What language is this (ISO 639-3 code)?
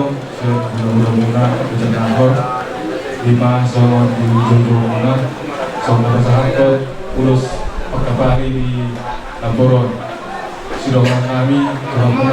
bbc